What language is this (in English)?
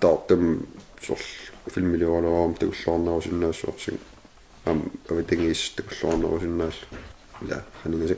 Kalaallisut